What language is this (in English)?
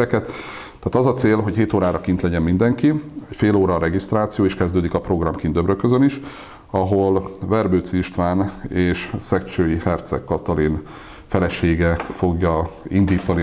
Hungarian